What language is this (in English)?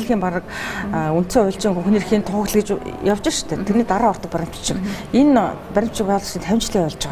Mongolian